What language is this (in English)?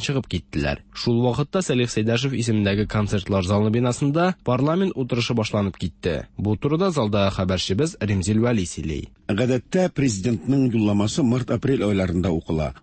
Tatar